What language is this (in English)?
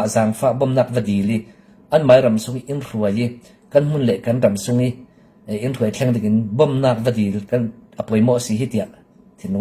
Falam Chin